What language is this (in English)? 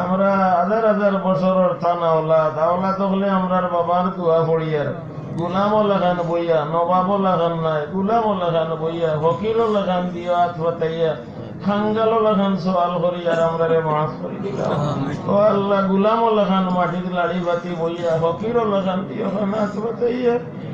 Sylheti